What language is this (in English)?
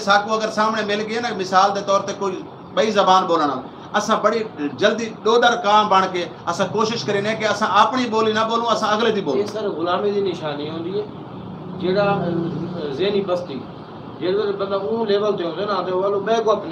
Saraiki